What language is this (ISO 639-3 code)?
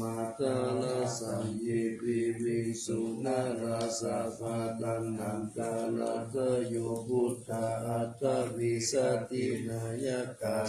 pli